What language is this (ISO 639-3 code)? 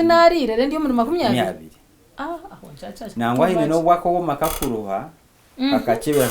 nyn